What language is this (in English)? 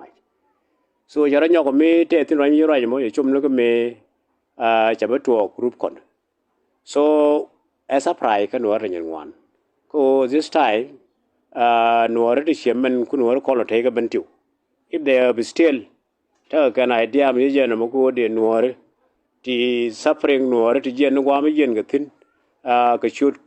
Nuer